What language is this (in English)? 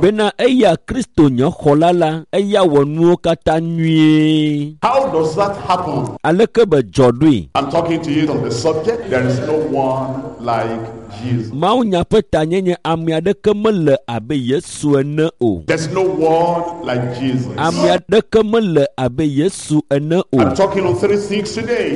Ewe